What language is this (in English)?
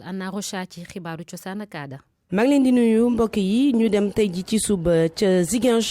Wolof